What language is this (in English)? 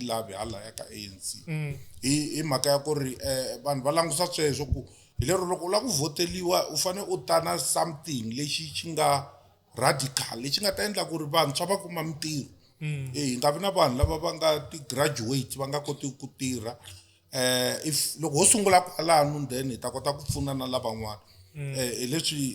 Tsonga